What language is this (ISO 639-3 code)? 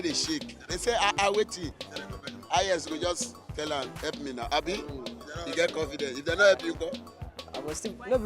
pcm